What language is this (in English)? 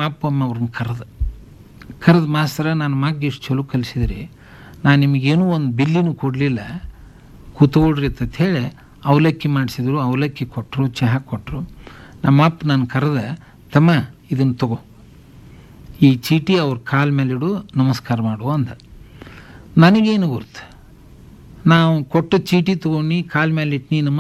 Kannada